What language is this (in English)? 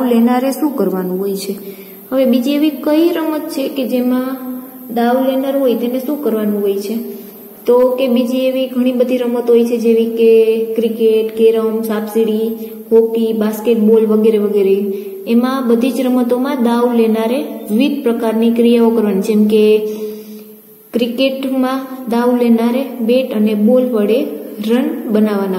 Gujarati